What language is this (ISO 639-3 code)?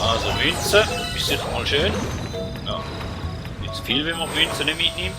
gsw